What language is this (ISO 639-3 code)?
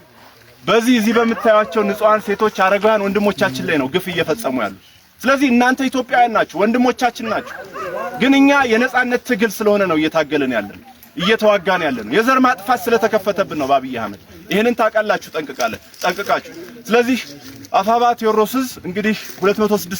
amh